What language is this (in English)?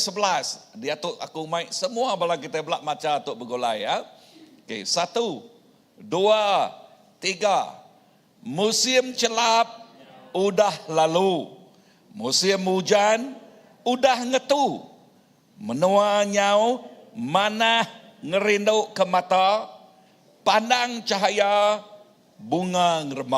Iban